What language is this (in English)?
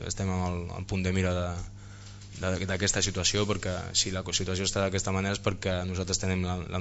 Catalan